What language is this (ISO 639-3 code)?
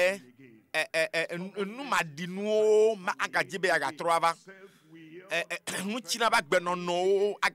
ewe